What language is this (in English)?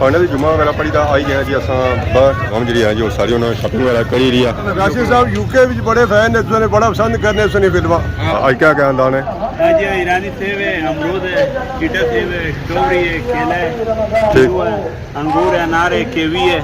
Pahari-Potwari